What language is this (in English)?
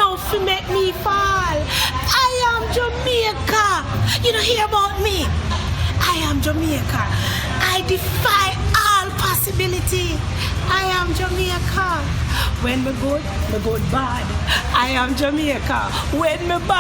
Jamaican Creole English